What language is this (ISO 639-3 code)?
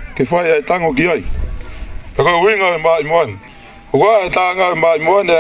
ton